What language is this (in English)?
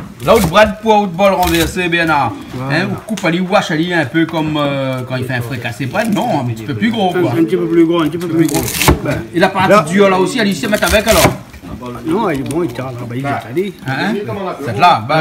Réunion Creole French